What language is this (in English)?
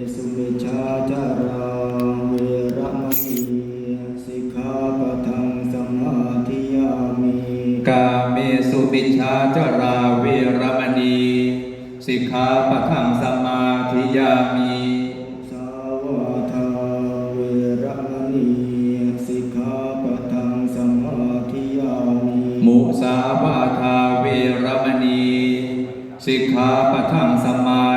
Pali